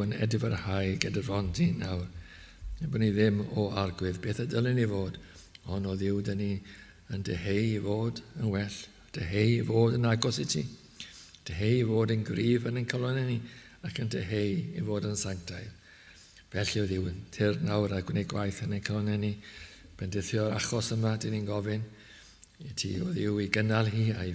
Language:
Welsh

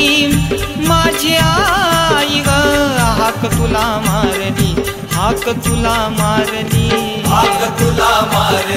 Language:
Marathi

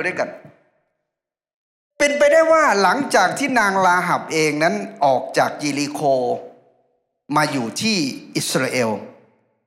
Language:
Thai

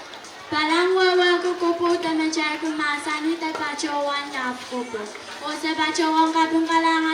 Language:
Pohnpeian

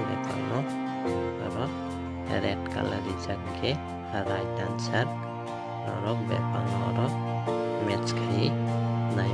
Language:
Kok Borok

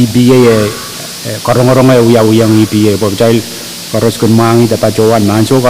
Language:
Pohnpeian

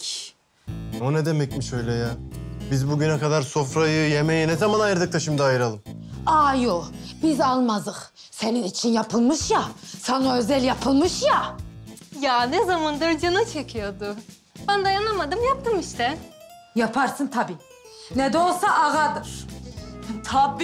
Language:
Turkish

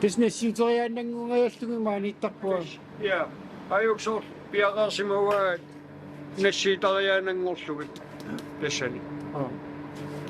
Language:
Kalaallisut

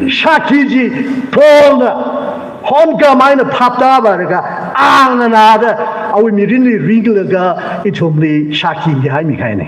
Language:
Tangkhul Naga (India)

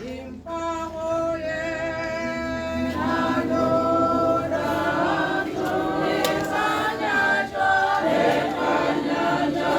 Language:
Tswana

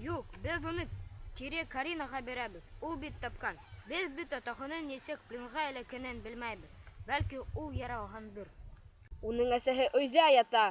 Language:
Bashkir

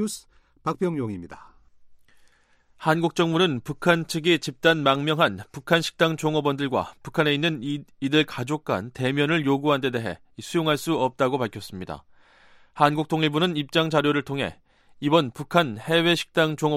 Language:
Korean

